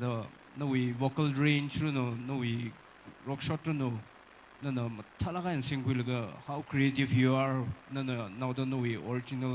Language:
Tangkhul Naga (India)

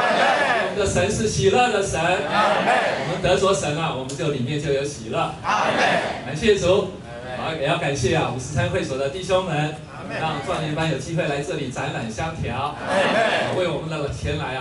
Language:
Chinese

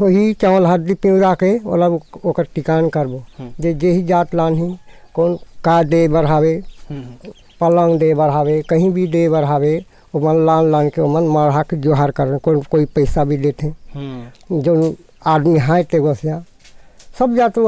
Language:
Chhattisgarhi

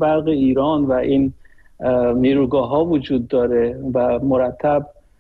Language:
Persian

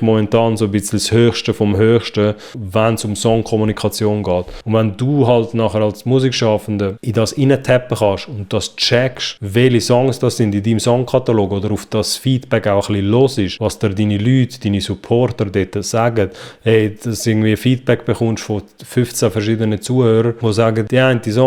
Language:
Swiss German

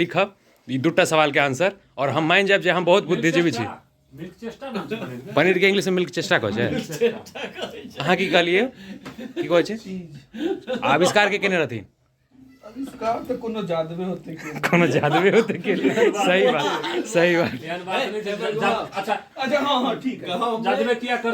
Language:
Maithili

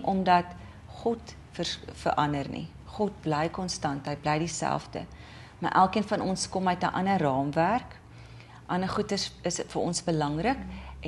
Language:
Afrikaans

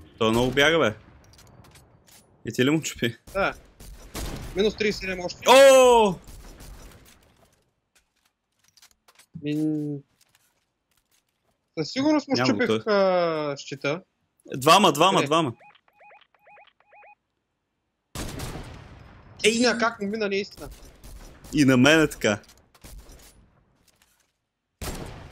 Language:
Bulgarian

